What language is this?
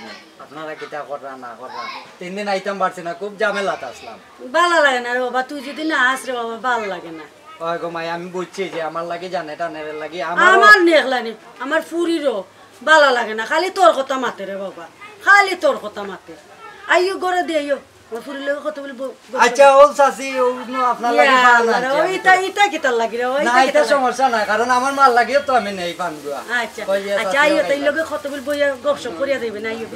Sylheti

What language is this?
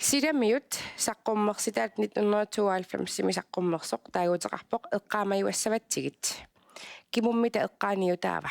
Kalaallisut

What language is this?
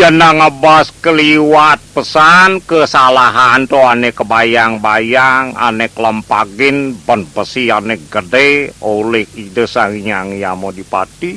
Balinese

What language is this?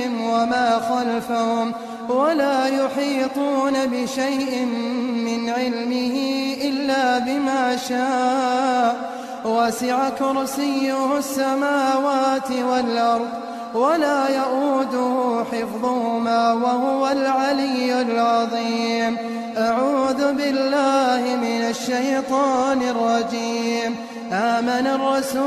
Arabic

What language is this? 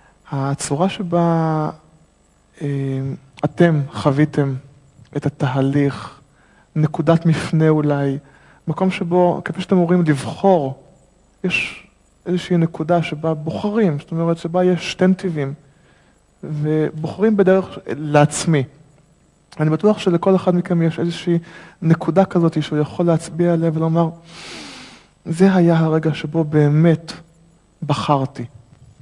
Hebrew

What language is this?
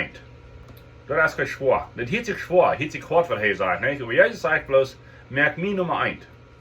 Plautdietsch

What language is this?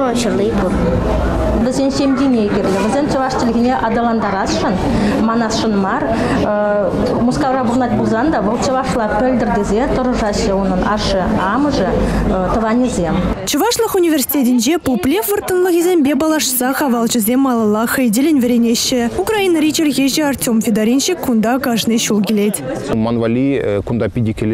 Chuvash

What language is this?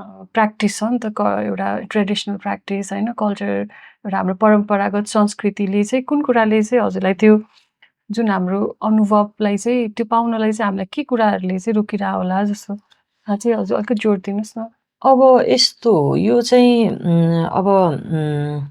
Nepali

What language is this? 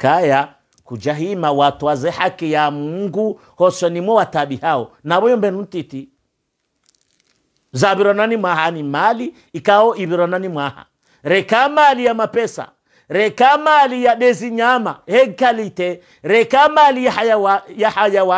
Swahili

